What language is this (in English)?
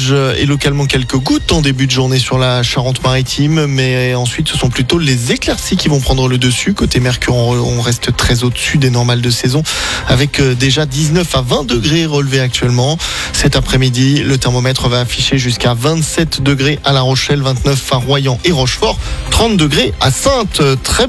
French